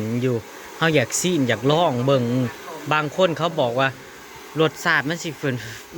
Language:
Northeastern Thai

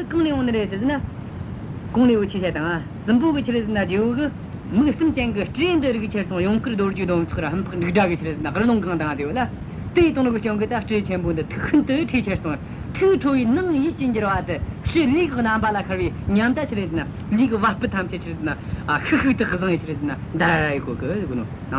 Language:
Tibetan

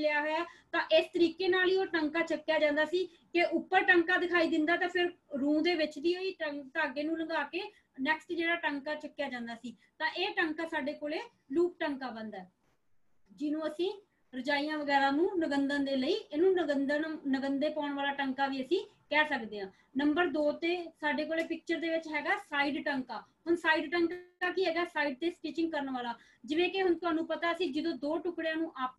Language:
Punjabi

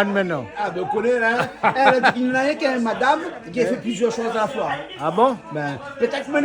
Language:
Réunion Creole French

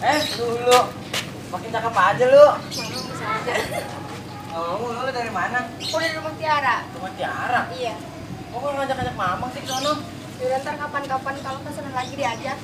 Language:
Betawi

